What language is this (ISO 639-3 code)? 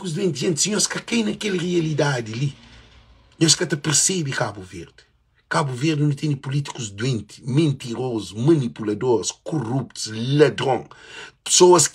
kea